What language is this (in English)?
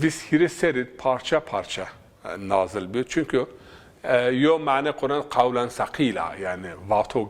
Zaza